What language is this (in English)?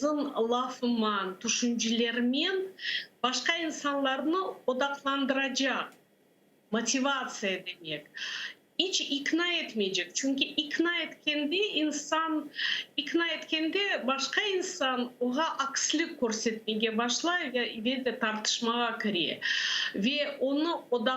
Crimean Tatar